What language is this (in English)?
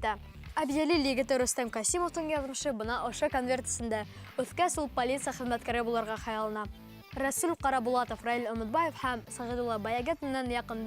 Bashkir